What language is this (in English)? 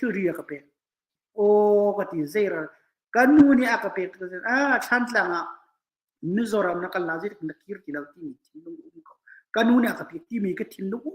Hakha Chin